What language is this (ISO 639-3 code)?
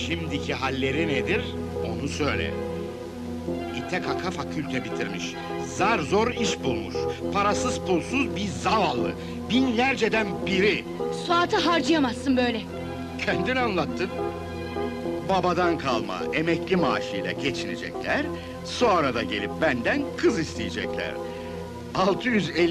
tur